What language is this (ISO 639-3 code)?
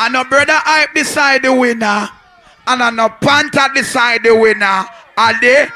jam